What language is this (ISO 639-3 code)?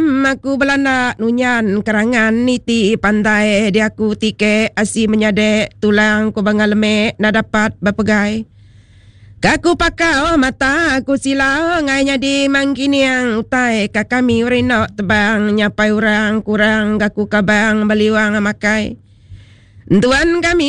iba